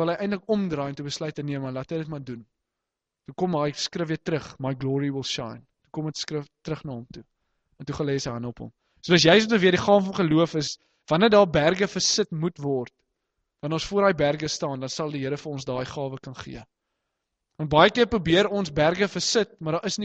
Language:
Afrikaans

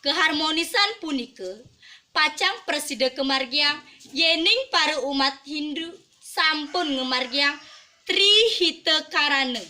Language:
Balinese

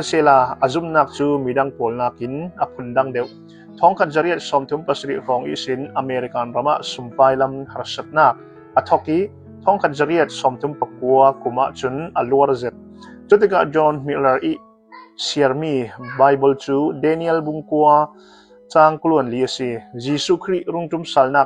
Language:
Hakha Chin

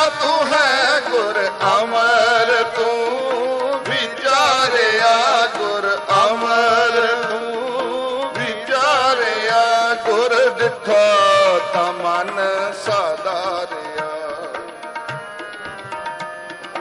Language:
Punjabi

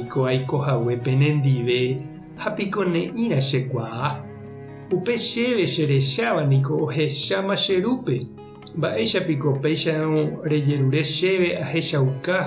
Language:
Guarani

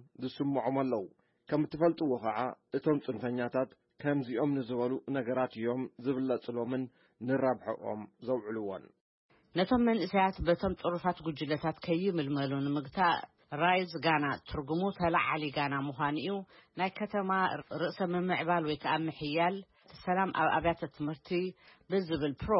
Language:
Tigrinya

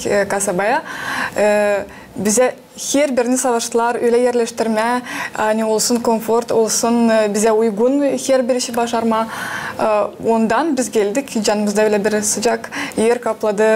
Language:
Gagauz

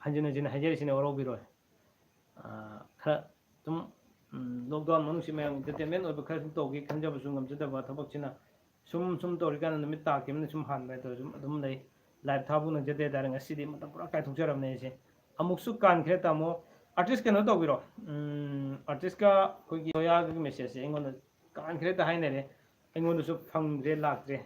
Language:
Manipuri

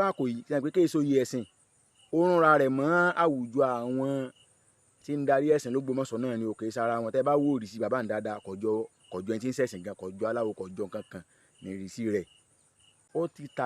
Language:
Yoruba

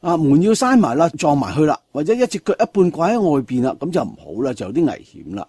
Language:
Cantonese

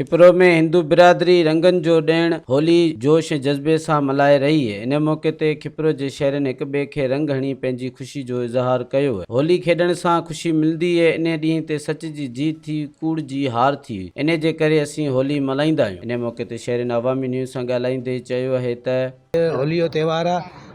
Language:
Sindhi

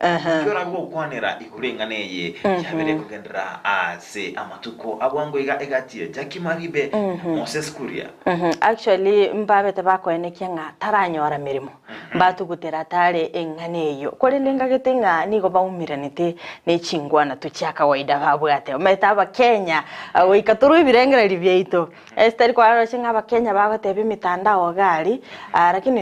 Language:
Gusii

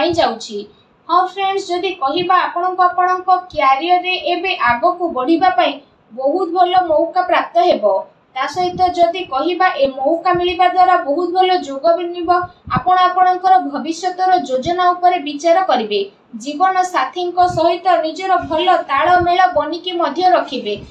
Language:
Odia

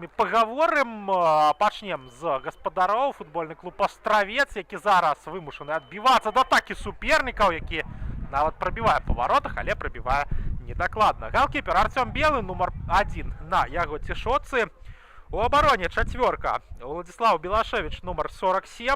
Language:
Belarusian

